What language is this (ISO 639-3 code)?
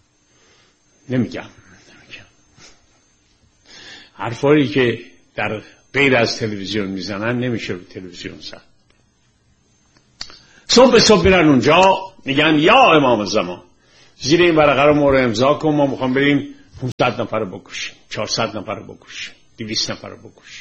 fas